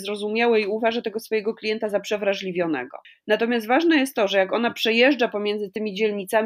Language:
Polish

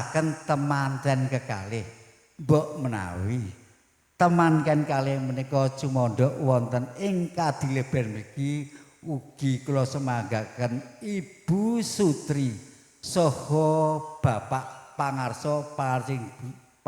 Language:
Javanese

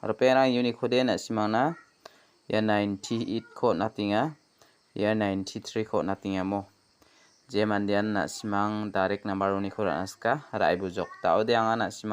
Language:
Garo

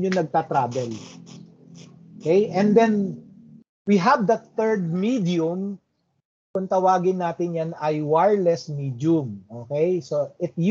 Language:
Filipino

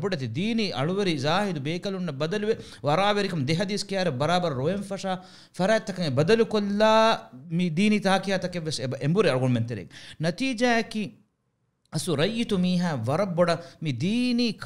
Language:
Divehi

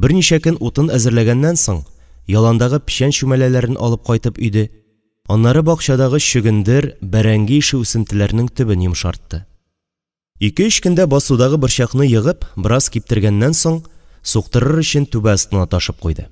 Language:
Tatar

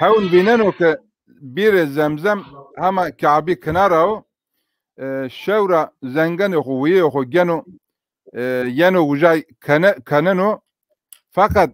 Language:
Zaza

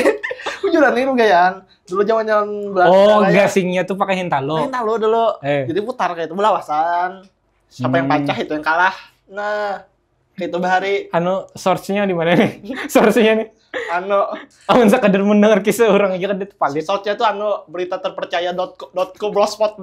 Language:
Banjar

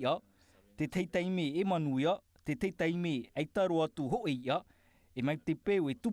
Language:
Tahitian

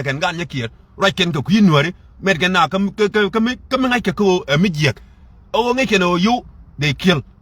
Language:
Nuer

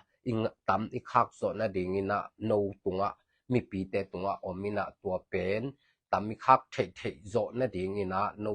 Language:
Tedim Chin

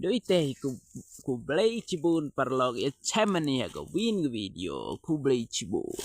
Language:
Pnar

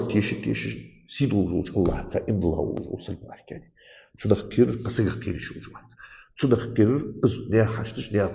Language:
Ingush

